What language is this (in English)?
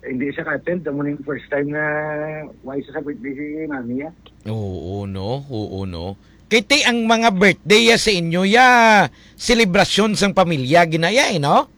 Hiligaynon